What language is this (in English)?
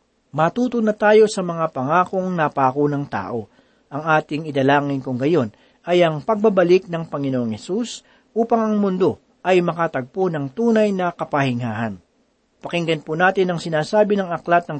Filipino